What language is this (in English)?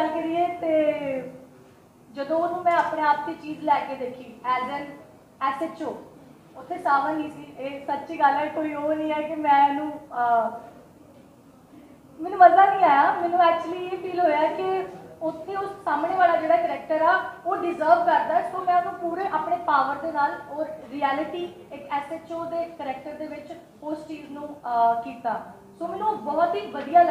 Punjabi